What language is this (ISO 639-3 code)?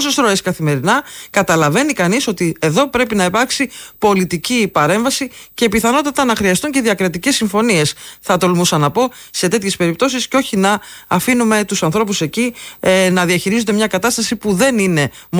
ell